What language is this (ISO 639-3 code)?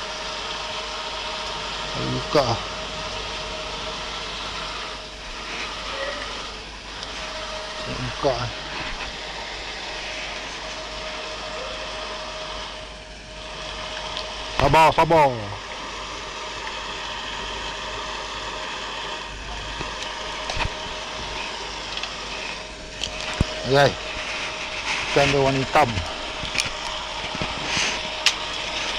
msa